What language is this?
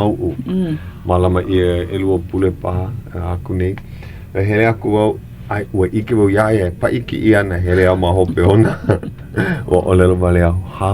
Hawaiian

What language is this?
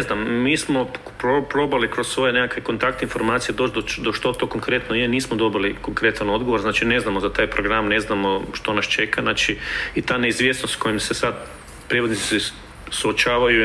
Croatian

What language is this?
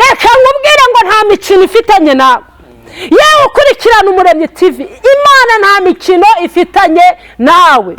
Kinyarwanda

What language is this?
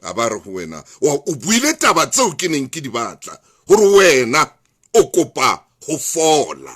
Southern Sotho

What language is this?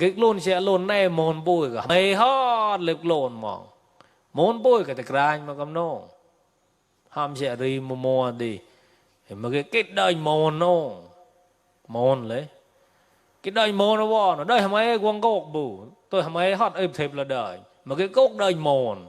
Mon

